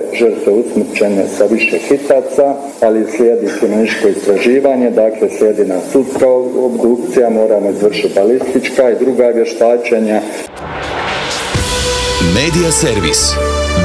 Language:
Croatian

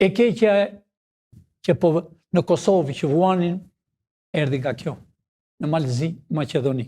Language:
Albanian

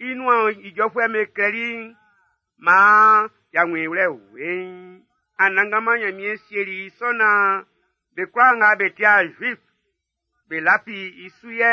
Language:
Baoulé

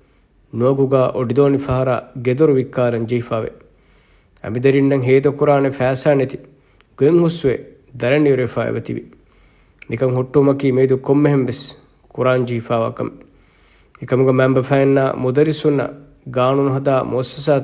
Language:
Divehi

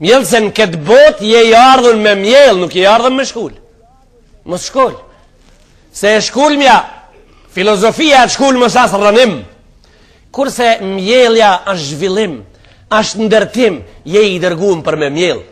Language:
Albanian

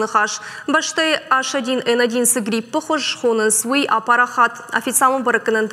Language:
Ossetic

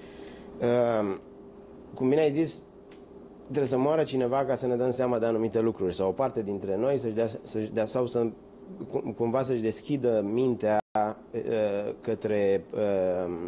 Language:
Romanian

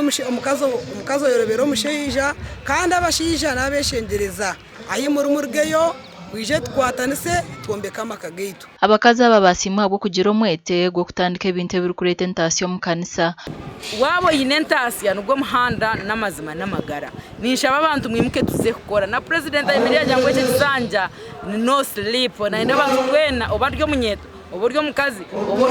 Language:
Nyankole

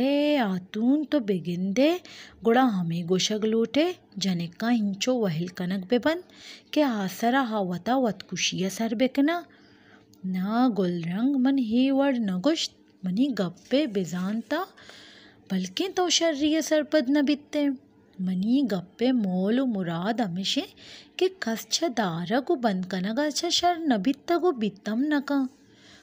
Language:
Baluchi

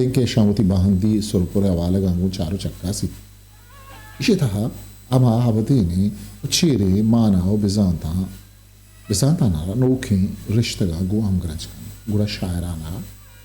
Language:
Eastern Balochi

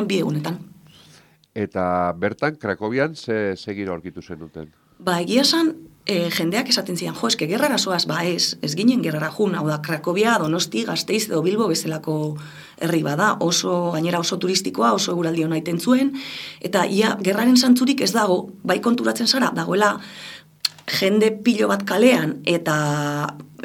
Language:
Basque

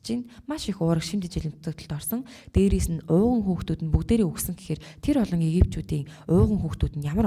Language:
Mongolian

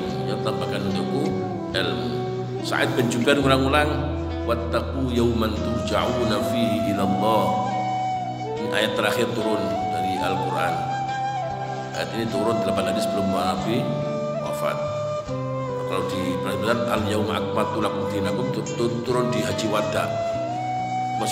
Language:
Indonesian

